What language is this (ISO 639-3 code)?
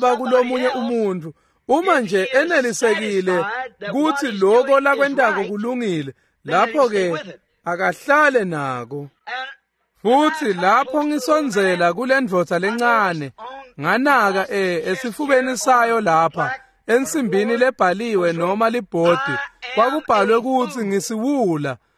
ssw